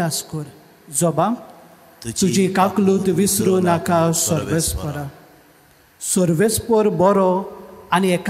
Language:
Konkani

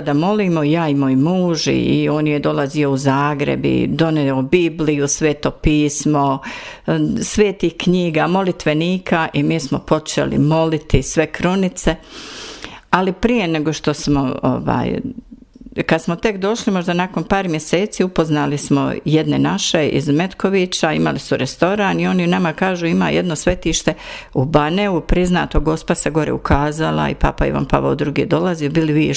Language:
Bosnian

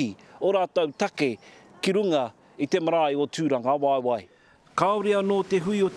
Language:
Māori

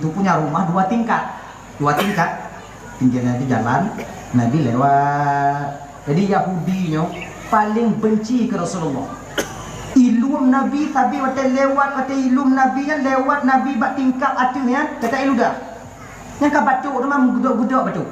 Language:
Achinese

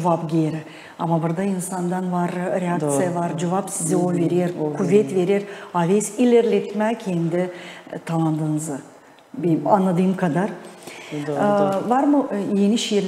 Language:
Gagauz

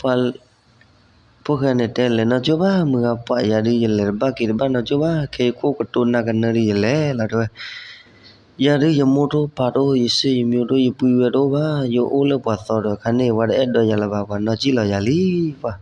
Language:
S'gaw Karen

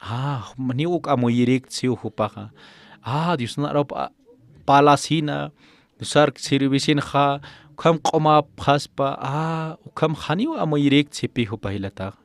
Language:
Aymara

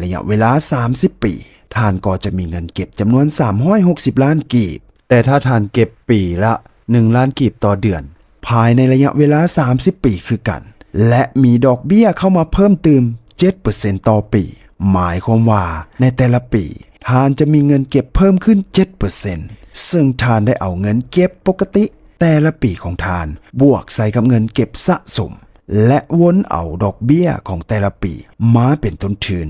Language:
Lao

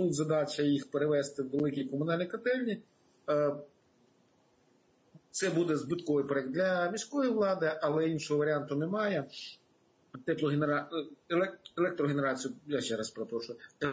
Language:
Ukrainian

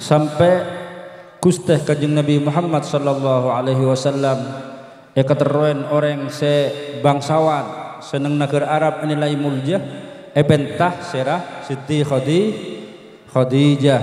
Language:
Madurese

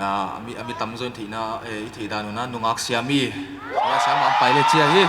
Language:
Paite Chin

